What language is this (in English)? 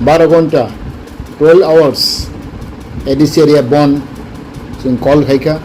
Riang (India)